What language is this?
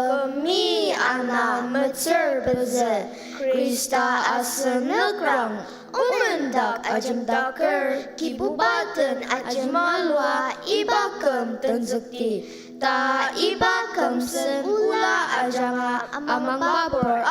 Ao Naga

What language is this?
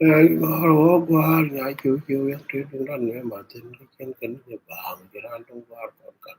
Nuer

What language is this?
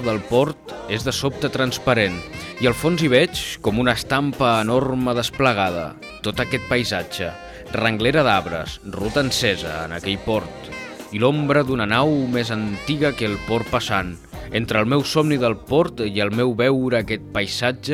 Catalan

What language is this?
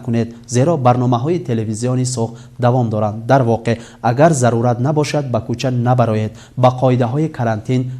Tajik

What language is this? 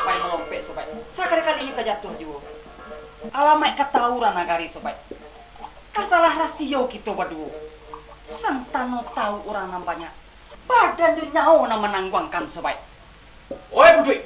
Minangkabau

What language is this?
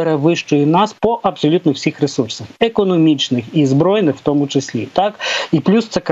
Ukrainian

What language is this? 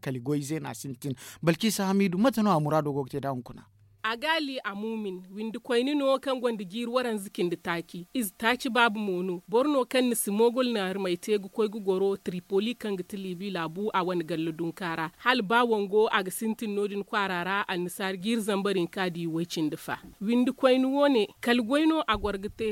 Zarma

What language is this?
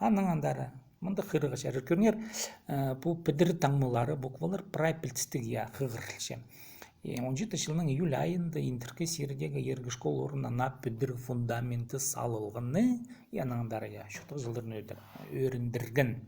Khakas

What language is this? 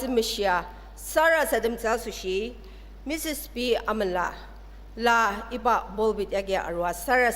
Ao Naga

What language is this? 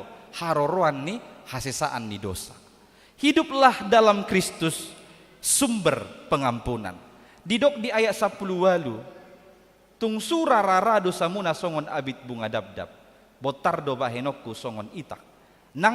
Batak Toba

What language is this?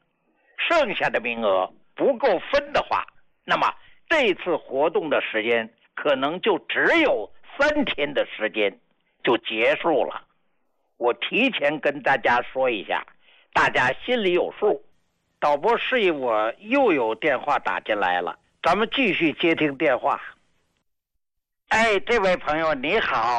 Chinese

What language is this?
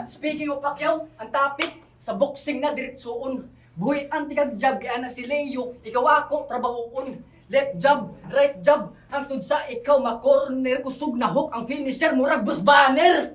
Cebuano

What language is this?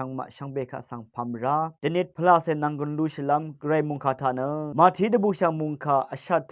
Rawang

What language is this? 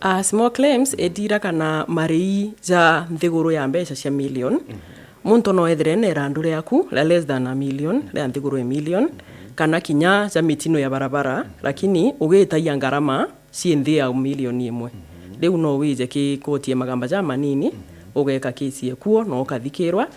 Meru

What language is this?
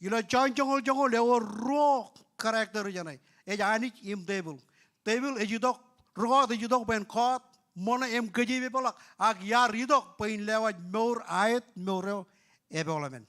Marshallese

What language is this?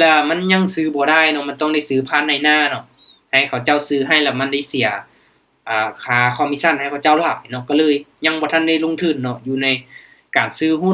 Lao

